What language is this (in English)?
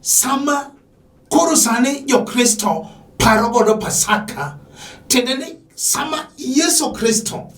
Luo (Kenya and Tanzania)